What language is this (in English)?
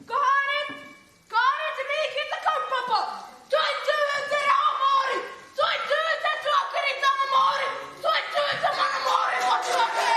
Māori